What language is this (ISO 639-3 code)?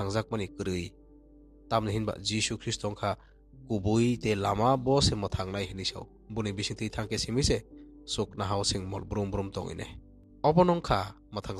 trp